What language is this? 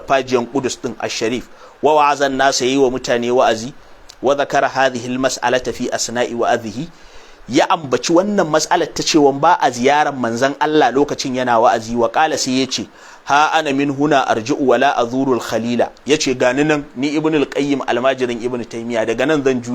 Hausa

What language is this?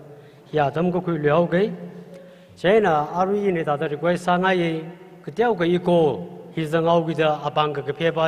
Tangkhul Naga (India)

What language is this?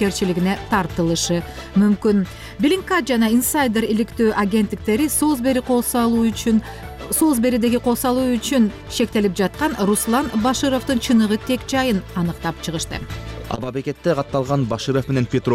Kyrgyz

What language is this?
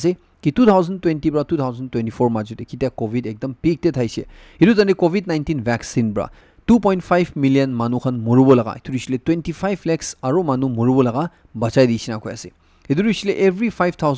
Naga Pidgin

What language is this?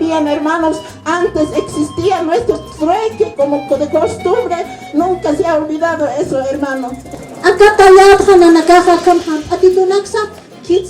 Aymara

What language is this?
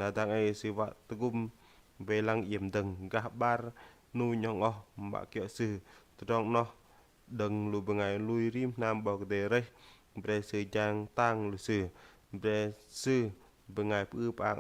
Bahnar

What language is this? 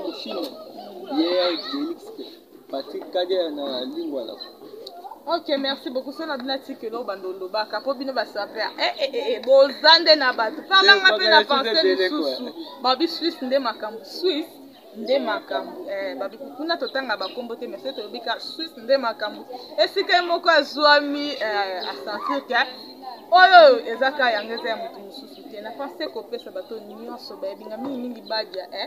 Lingala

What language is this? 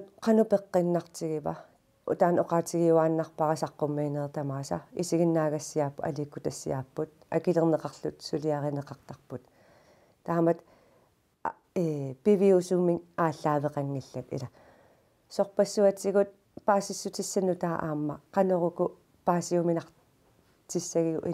Kalaallisut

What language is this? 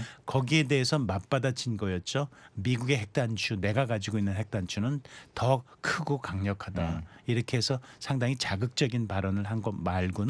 Korean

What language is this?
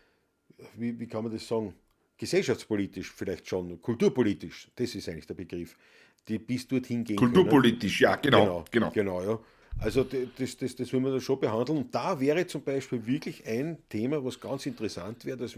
Bavarian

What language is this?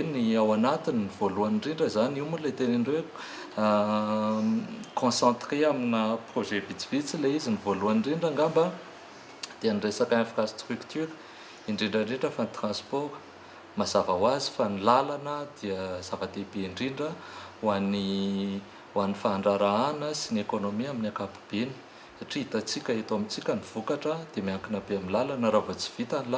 Malagasy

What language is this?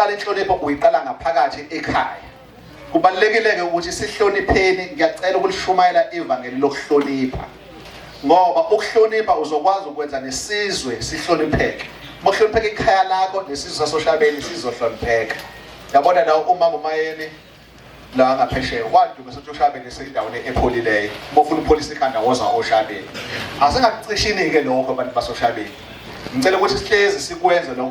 Zulu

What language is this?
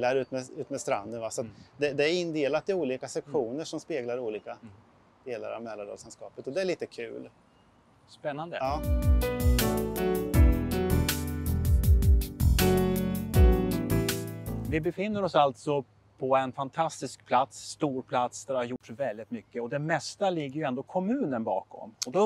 Swedish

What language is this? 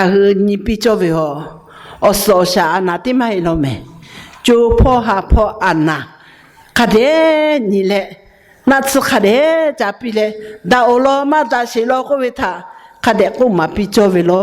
Lahu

